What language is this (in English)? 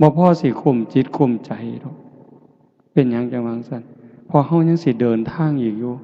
Northeastern Thai